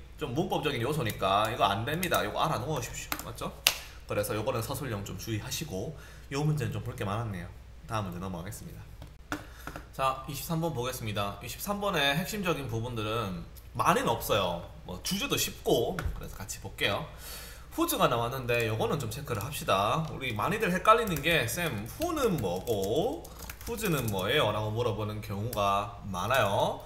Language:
Korean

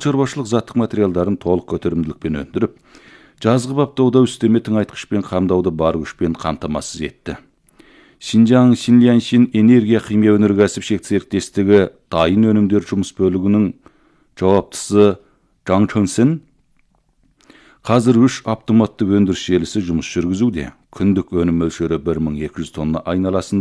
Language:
Kazakh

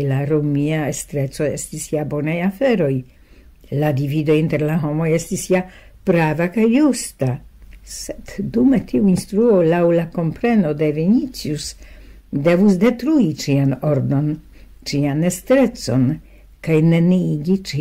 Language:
Esperanto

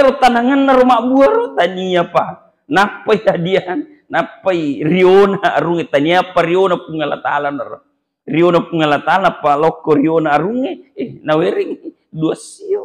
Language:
Buginese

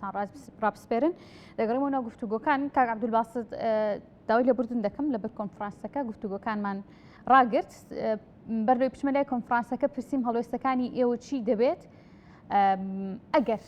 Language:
Central Kurdish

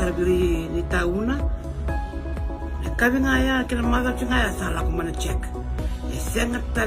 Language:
Fijian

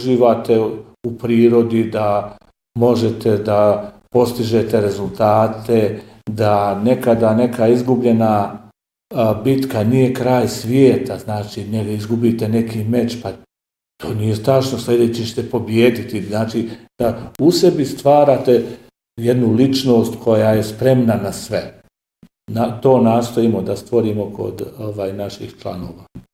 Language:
Bosnian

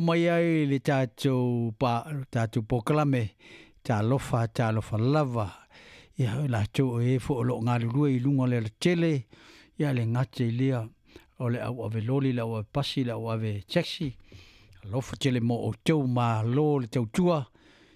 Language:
Samoan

